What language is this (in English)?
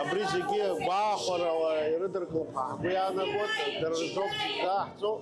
Abkhazian